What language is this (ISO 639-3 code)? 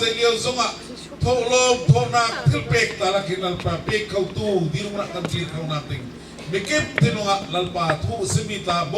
bgr